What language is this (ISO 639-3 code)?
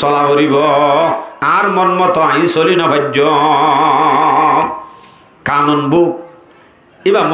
rhg